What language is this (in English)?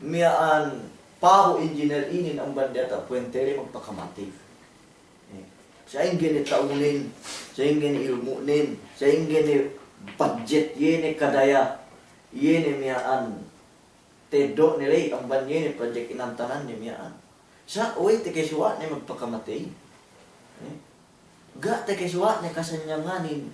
Yakan